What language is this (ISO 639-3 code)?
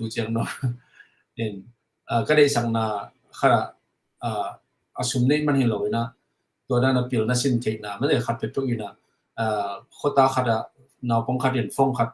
ctd